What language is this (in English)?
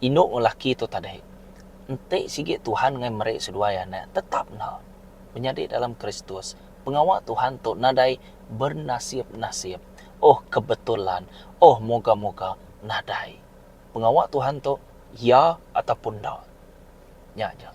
Iban